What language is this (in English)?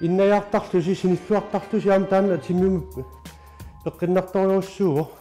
Kalaallisut